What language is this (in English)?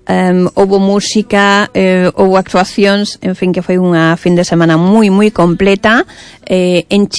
Galician